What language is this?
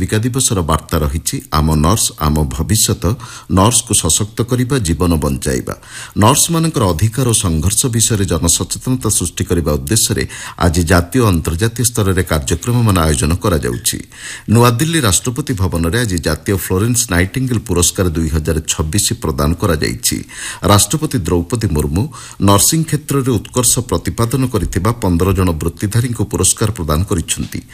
Odia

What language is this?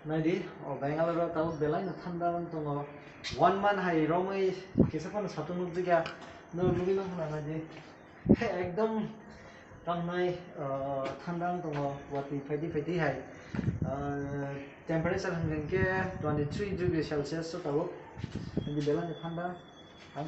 Kok Borok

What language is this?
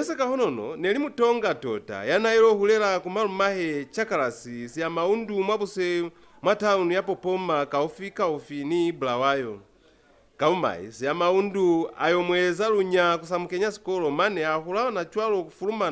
Lozi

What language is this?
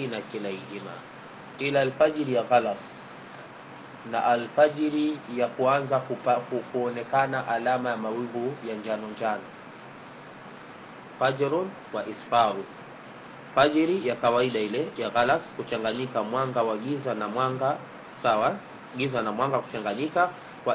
Swahili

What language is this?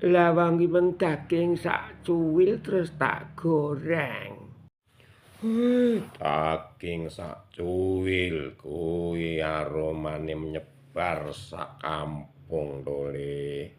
Javanese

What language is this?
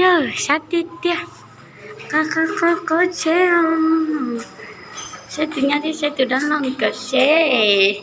Hmong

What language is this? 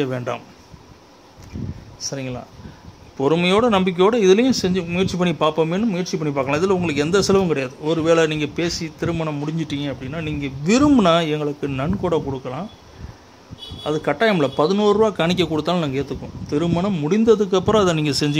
Tamil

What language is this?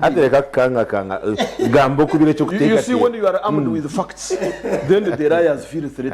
Nyankole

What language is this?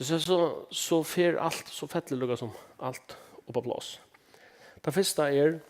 Faroese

